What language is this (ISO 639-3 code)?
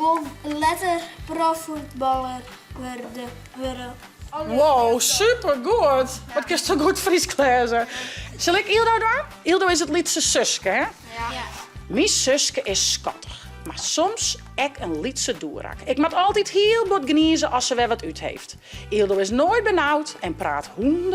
fry